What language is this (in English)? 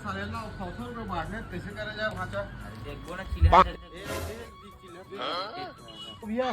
Chhattisgarhi